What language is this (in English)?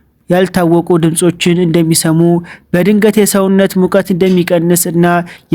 Amharic